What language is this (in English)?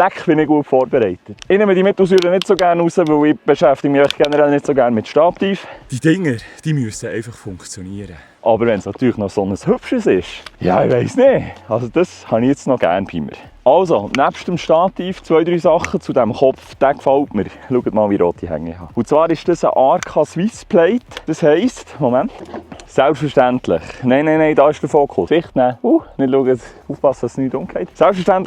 Swiss German